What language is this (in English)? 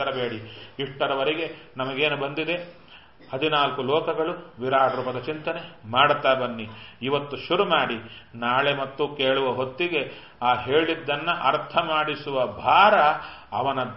Kannada